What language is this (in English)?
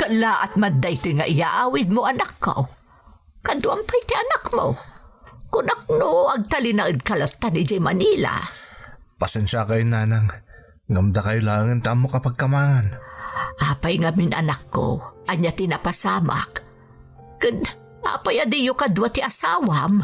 Iloko